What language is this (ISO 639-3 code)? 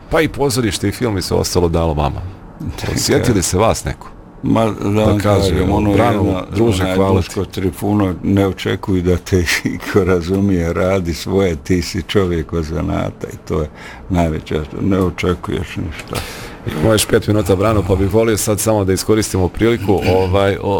bos